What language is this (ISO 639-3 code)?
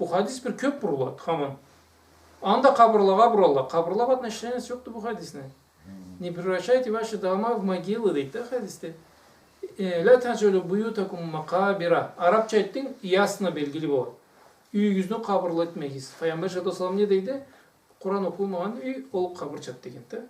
krc